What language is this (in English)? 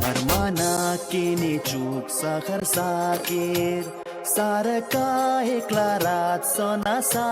Chuvash